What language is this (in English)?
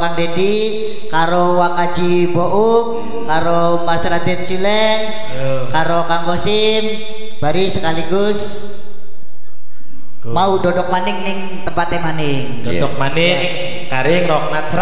Javanese